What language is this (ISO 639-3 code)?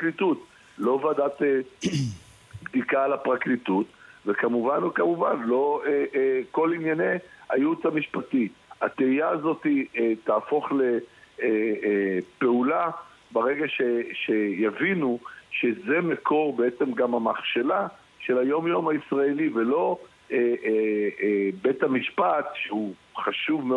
heb